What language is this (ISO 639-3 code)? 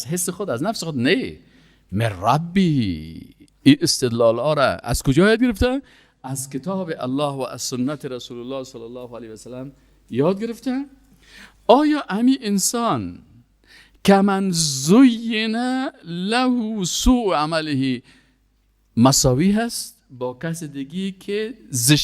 fas